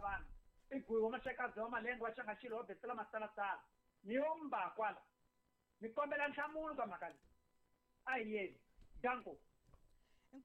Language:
Tsonga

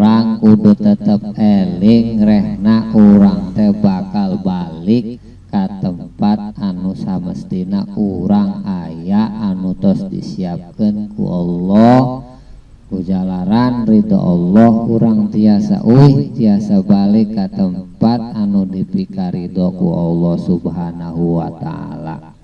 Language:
Sundanese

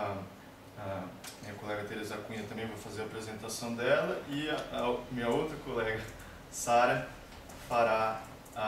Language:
Portuguese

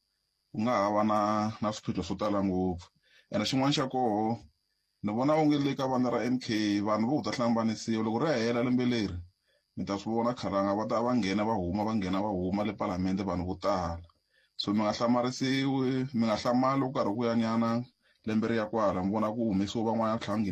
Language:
Tsonga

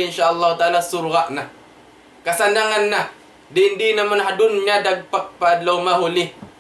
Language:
Tausug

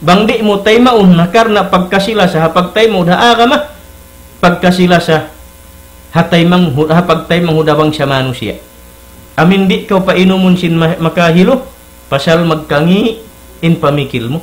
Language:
Tausug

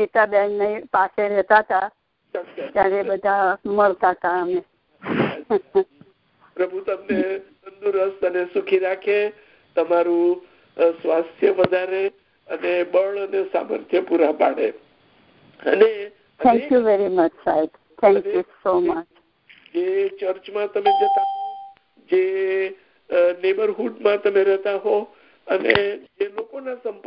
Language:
Gujarati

